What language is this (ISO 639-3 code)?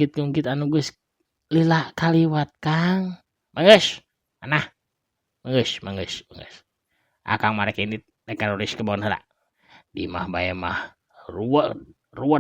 sun